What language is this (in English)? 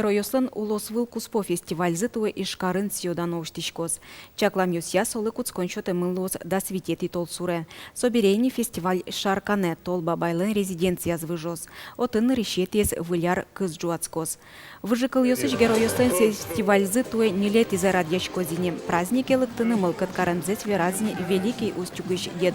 Udmurt